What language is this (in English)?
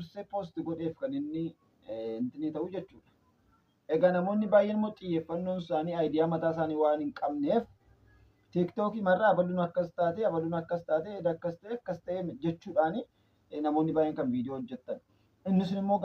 Oromo